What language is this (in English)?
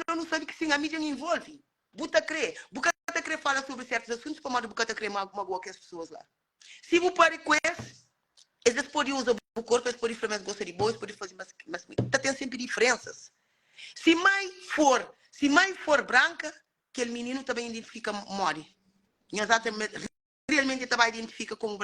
Kabuverdianu